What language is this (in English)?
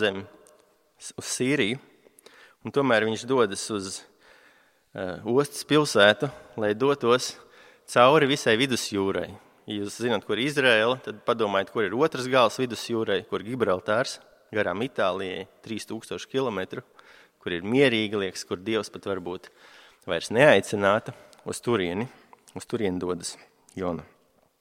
Latvian